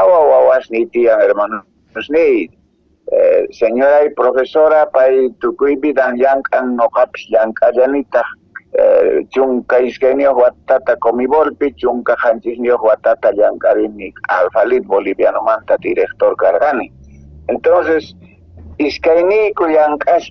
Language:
Quechua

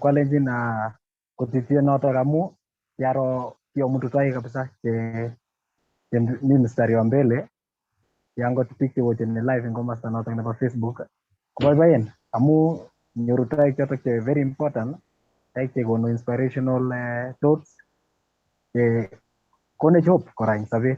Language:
Kalenjin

